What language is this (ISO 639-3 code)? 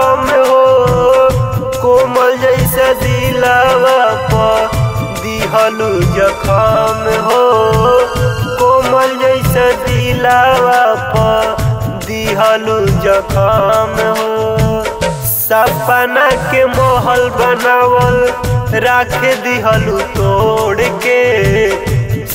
bho